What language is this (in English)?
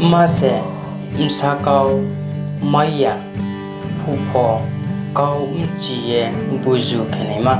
Riang (India)